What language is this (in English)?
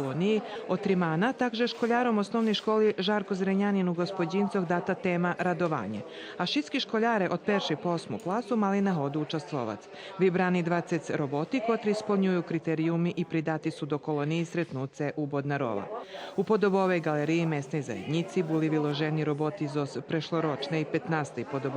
Rusyn